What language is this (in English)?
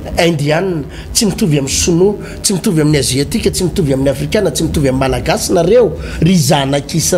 Malagasy